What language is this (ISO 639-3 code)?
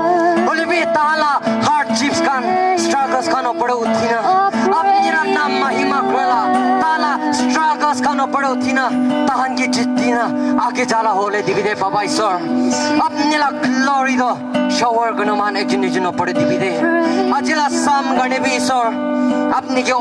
nag